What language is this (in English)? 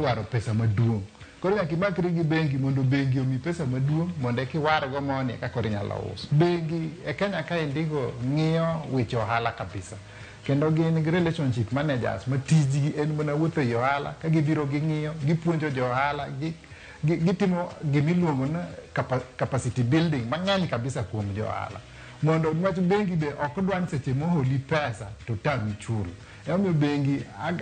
Luo (Kenya and Tanzania)